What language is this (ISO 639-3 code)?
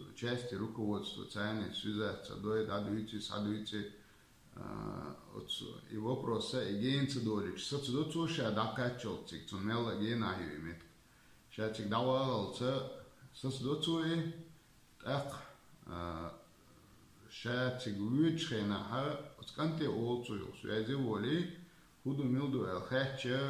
che